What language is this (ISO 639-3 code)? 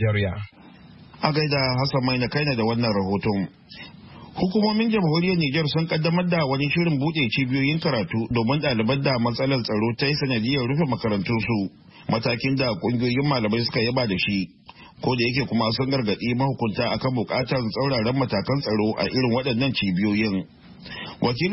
hau